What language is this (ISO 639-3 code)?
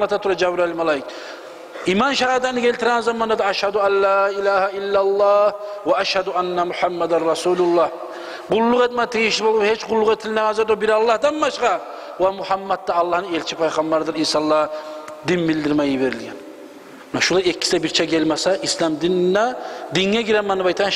kum